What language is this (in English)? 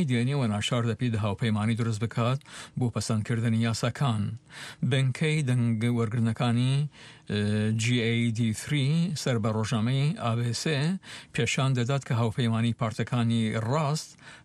Central Kurdish